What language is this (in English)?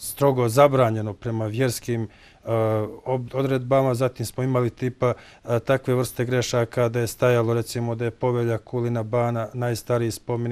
Bosnian